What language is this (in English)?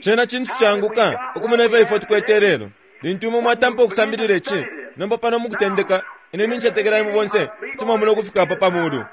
Bemba